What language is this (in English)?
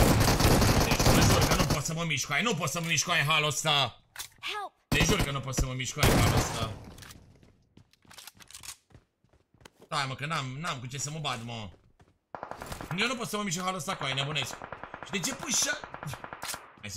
Romanian